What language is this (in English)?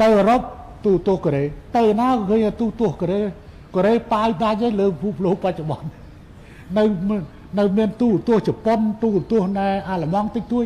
Khmer